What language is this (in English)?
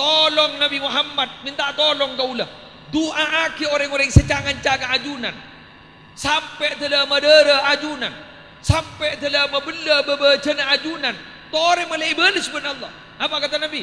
Madurese